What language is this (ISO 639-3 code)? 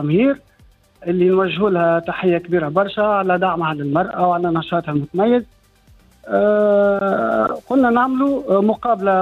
aeb